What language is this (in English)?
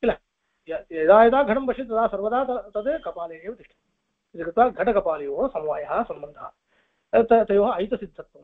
Sanskrit